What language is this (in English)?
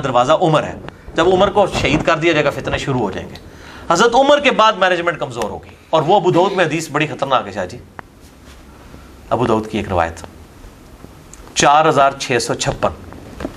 Urdu